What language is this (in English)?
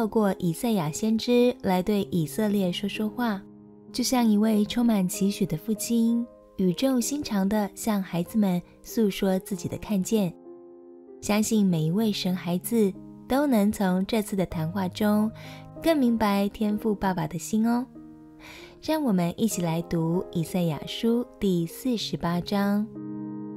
Chinese